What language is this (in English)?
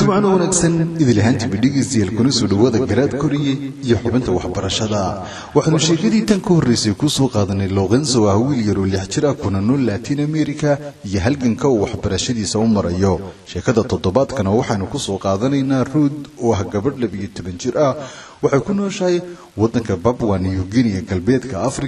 Somali